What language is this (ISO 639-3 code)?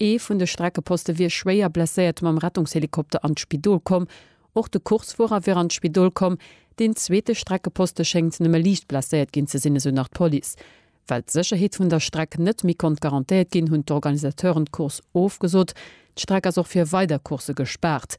ltz